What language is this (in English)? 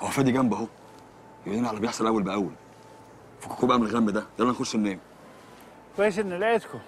Egyptian Arabic